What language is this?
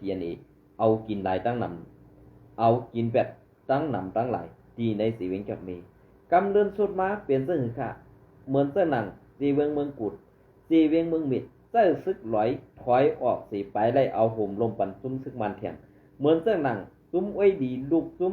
Shan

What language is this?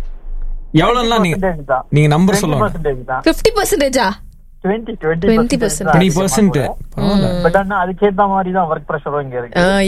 Tamil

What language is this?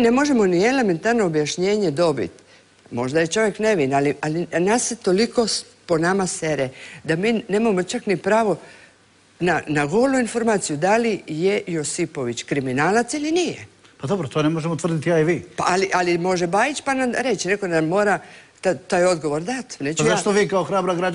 Croatian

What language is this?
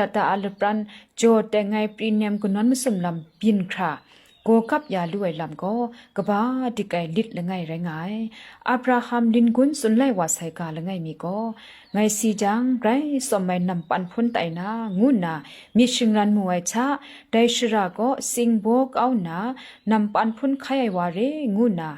Kachin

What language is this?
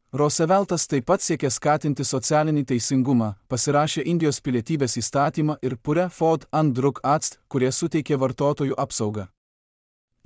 Lithuanian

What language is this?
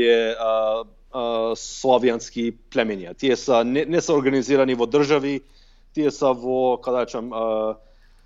Macedonian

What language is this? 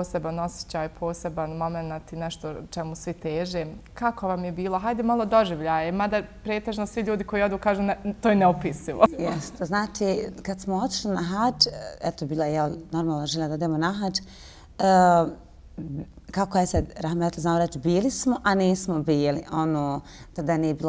Bosnian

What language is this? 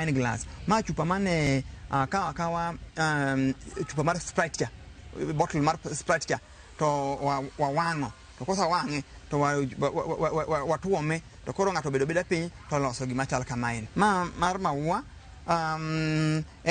Luo (Kenya and Tanzania)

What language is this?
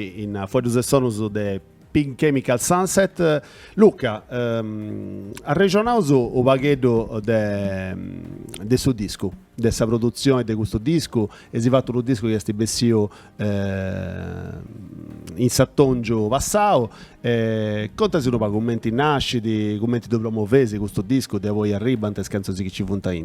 Sardinian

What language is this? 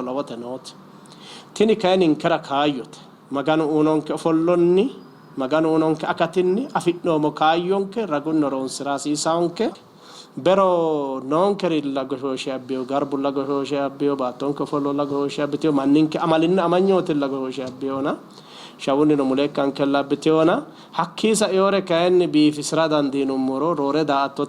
Sidamo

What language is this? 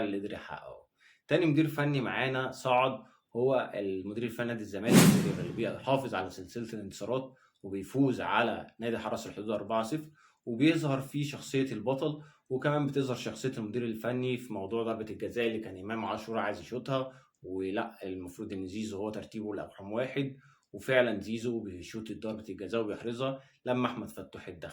Egyptian Arabic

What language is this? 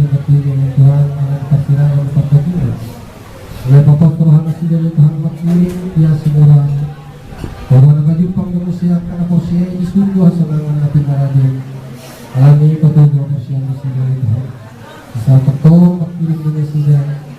Batak Toba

